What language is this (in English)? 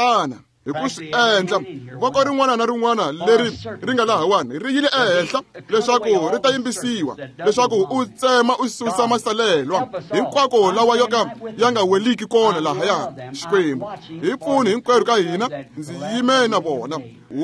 Tsonga